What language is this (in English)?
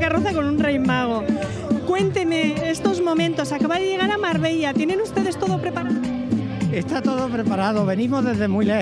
Spanish